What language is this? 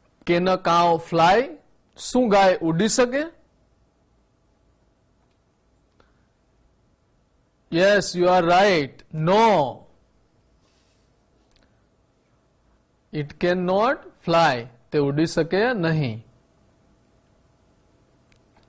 Gujarati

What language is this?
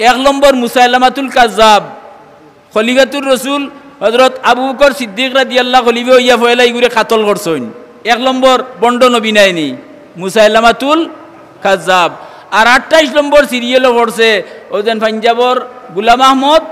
Sylheti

